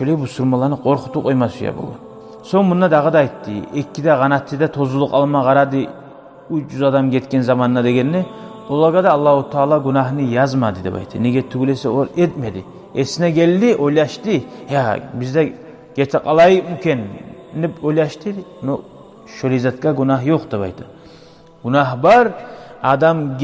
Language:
Kumyk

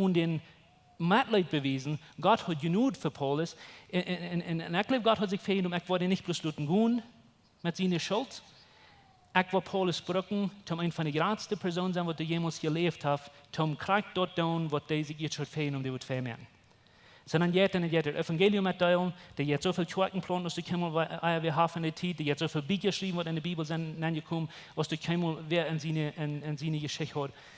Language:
Plautdietsch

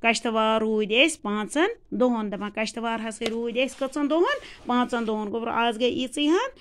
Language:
Kashmiri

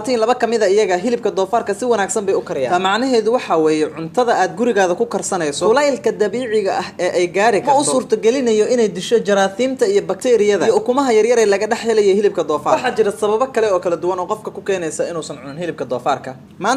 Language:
Somali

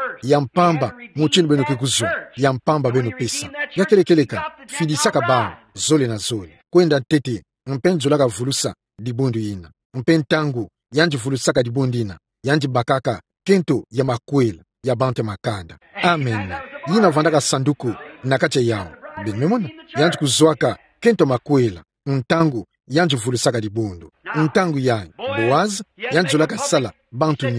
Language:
Kituba (Democratic Republic of Congo)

